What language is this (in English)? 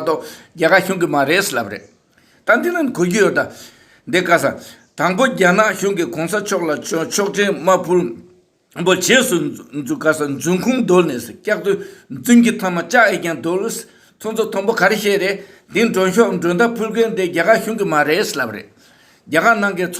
Tibetan